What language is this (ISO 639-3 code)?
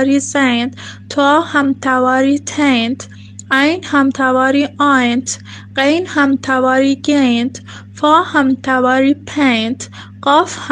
bal